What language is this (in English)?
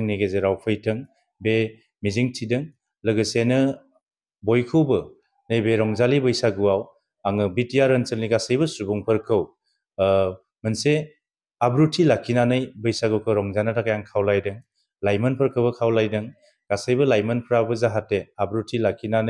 Bodo